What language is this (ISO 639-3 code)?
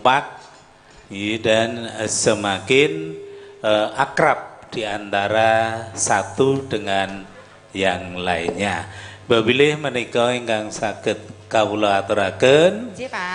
jav